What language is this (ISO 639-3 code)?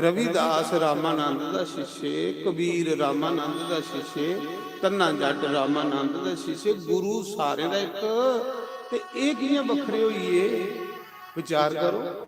doi